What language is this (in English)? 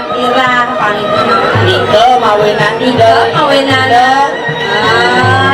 Balinese